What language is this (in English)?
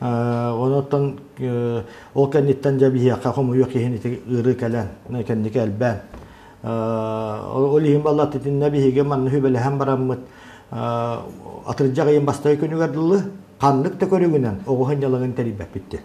Yakut